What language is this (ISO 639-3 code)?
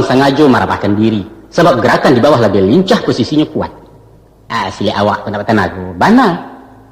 min